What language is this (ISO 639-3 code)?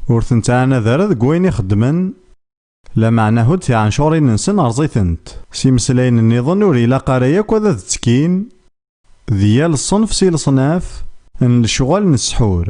kab